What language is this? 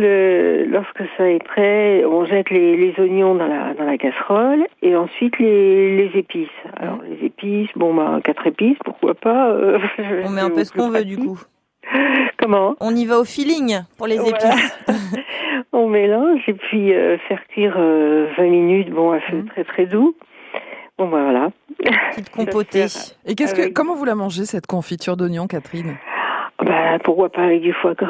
French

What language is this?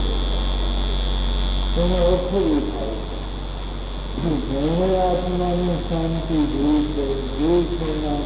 Gujarati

